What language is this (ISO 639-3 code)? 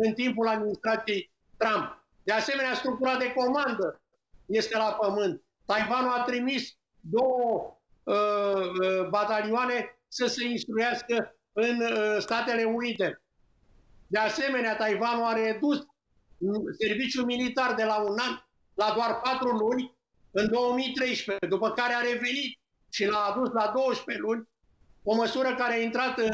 ron